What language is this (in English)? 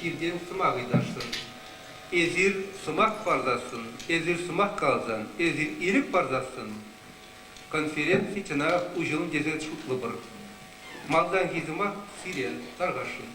Chuvash